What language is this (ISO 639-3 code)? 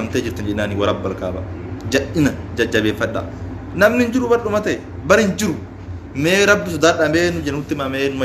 orm